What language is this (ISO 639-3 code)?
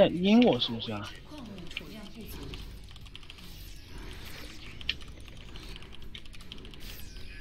zho